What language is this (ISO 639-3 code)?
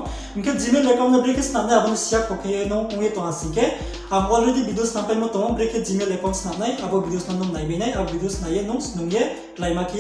ria